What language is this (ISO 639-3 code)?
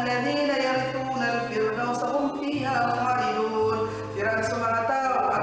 mrw